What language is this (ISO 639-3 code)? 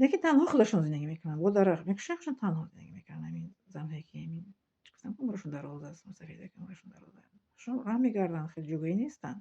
tgk